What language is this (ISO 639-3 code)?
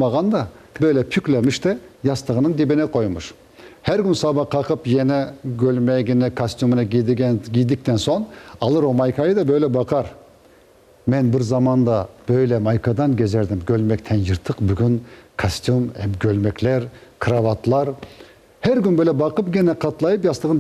crh